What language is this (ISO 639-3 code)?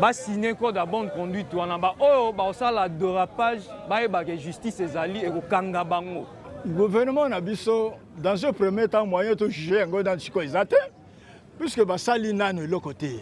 lin